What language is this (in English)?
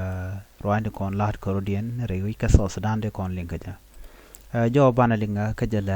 Nuer